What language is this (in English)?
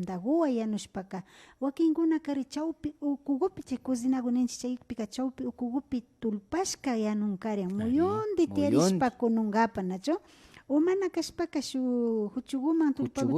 Imbabura Highland Quichua